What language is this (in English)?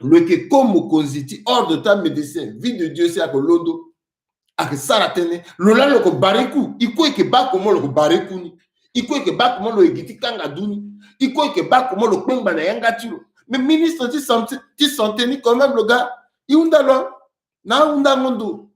Sango